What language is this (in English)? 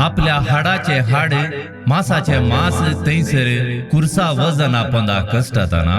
Konkani